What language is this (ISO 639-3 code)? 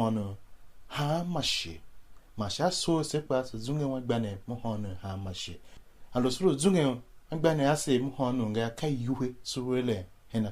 tiv